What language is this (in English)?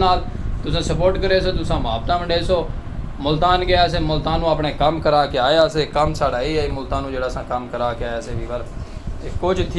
Saraiki